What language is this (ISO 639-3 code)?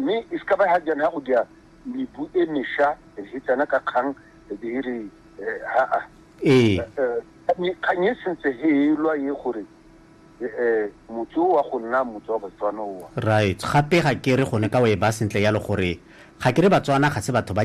tsn